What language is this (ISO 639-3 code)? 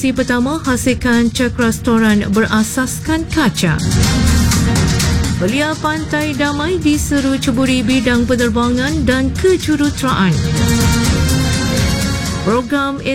msa